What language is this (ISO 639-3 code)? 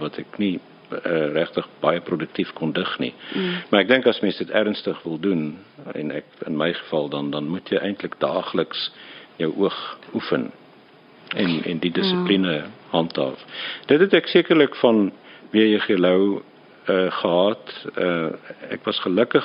afr